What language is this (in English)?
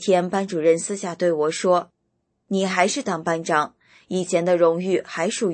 Chinese